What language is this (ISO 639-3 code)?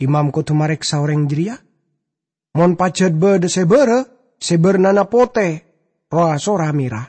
mad